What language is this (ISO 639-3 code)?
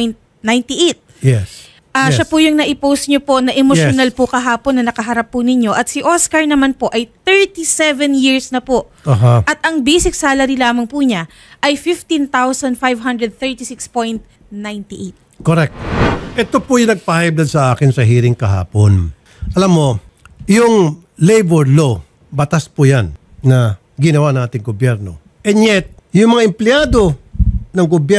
fil